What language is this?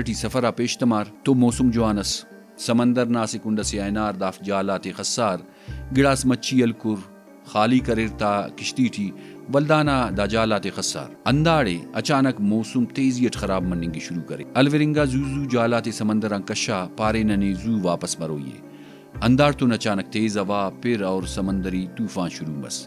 Brahui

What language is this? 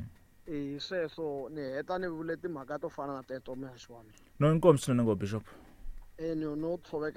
Tsonga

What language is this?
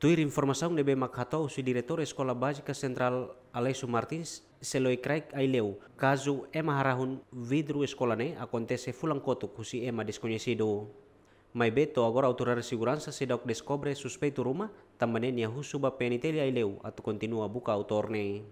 Tetum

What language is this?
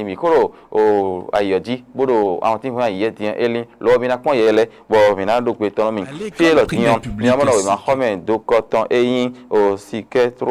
Fon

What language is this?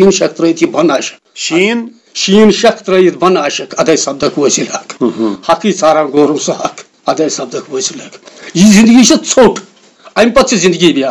Kashmiri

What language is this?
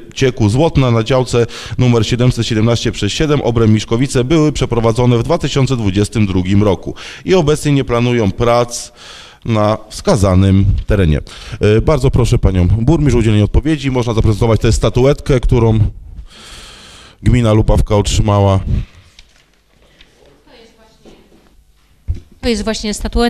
Polish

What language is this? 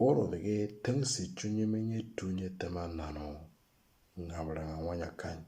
Moro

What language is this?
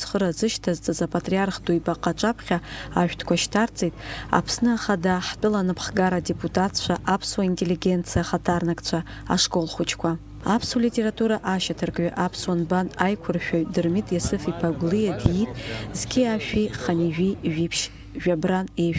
Abkhazian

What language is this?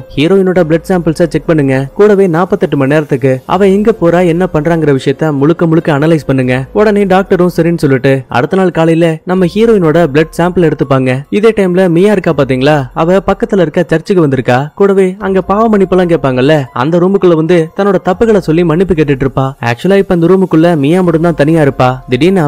Tamil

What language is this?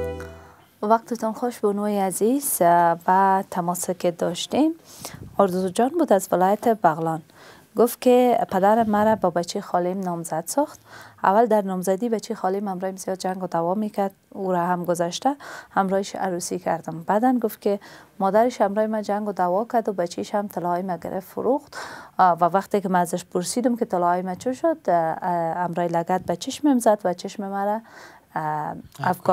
Persian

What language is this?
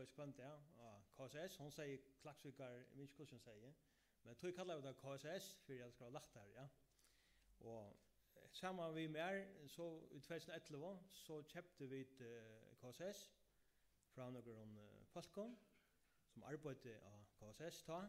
Faroese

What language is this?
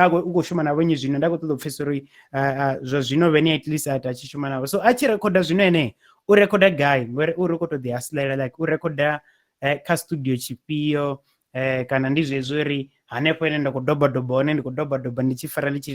Venda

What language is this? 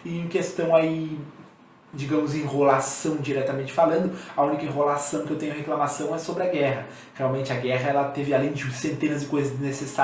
Portuguese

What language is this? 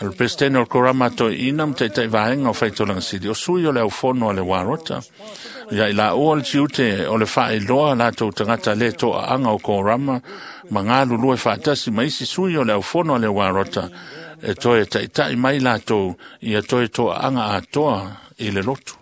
Samoan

